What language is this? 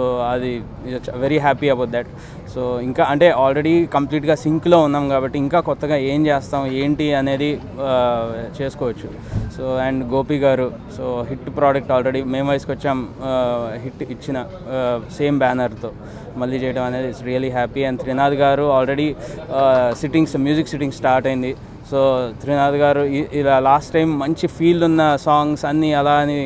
Telugu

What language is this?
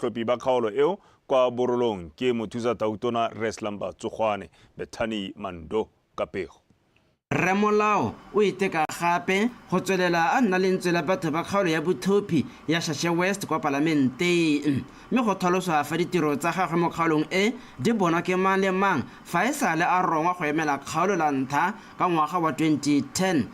Tswana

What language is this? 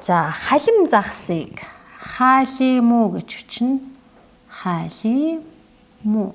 Mongolian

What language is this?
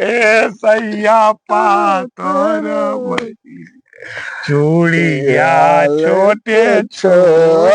Magahi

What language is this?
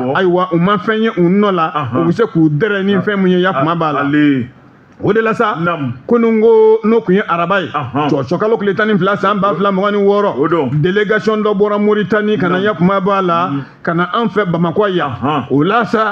Bambara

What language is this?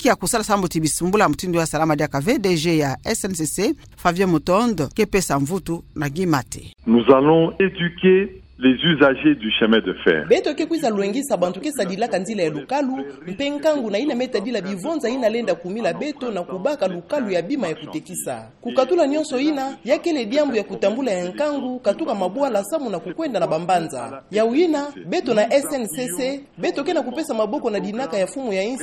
Kituba (Democratic Republic of Congo)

